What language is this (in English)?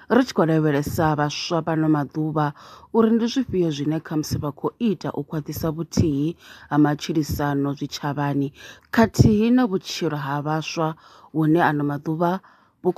Venda